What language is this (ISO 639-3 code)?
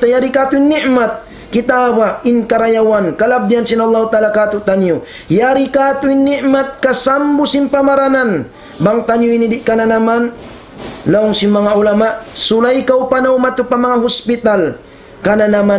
tsg